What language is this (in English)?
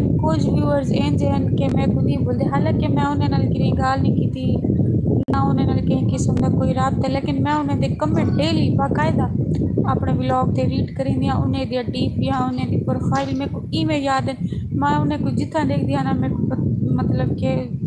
Saraiki